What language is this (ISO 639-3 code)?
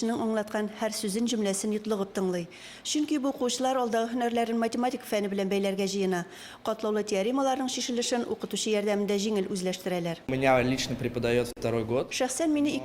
tat